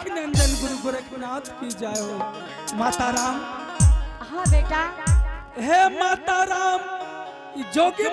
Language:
Angika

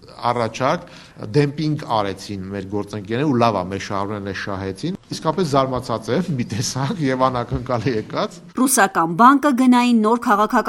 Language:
Armenian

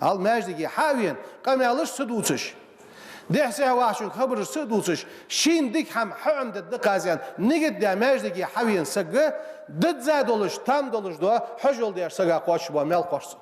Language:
Ingush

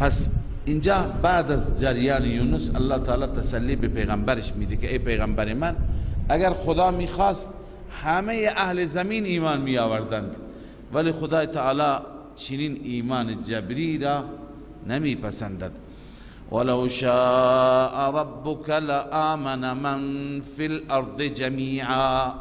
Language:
Persian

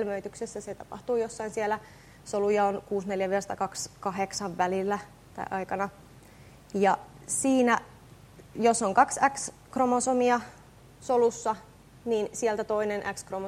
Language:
Finnish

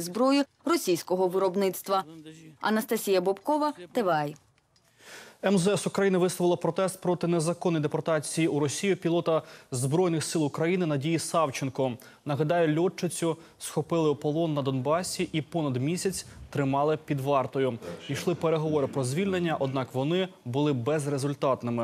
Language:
Ukrainian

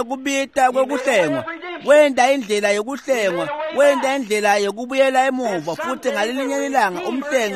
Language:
Swati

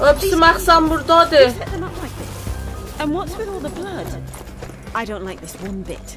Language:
South Azerbaijani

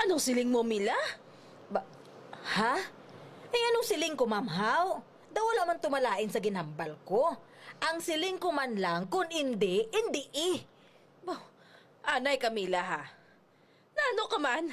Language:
Hiligaynon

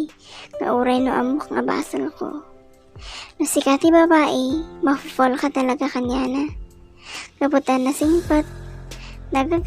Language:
Iloko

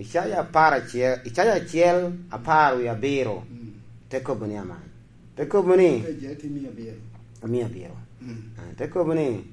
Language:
Lango (Uganda)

